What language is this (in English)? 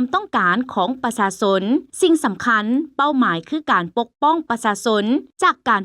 Lao